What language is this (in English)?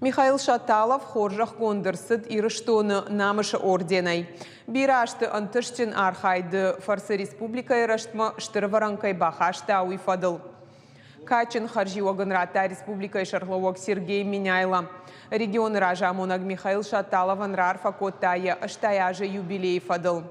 Ossetic